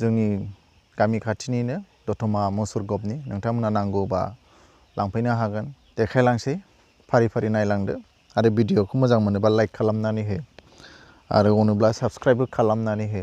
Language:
Bodo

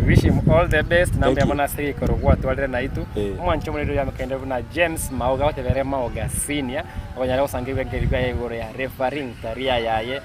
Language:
Gusii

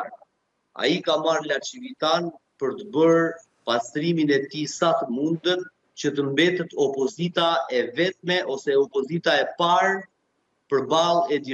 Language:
Albanian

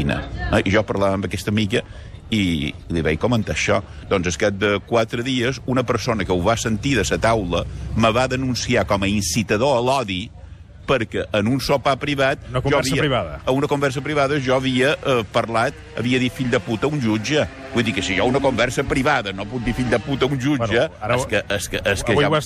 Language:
Catalan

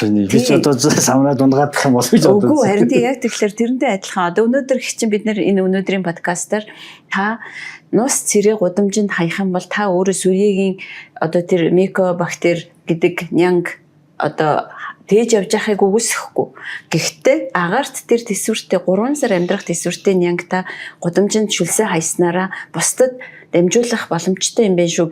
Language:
Mongolian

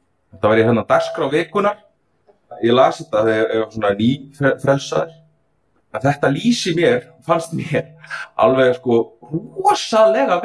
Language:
Icelandic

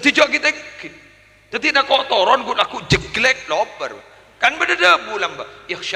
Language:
Madurese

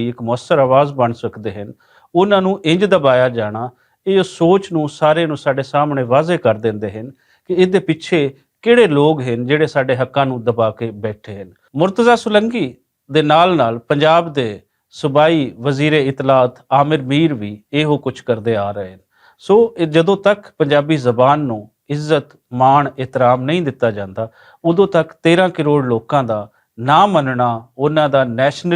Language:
Western Panjabi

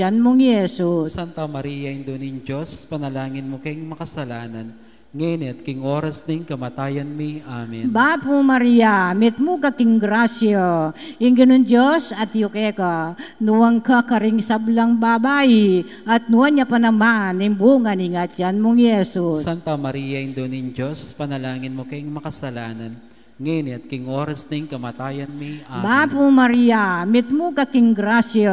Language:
Pampanga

